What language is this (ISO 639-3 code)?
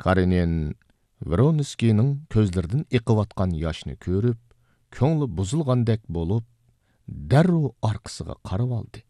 uig